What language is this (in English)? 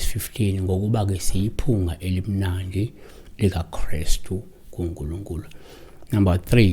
Zulu